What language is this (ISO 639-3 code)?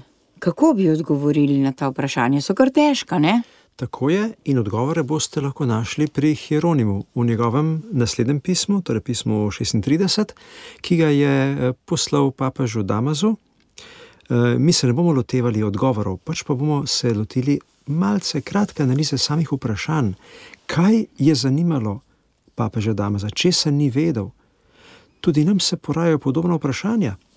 slv